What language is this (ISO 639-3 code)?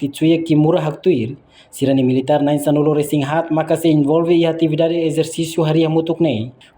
tet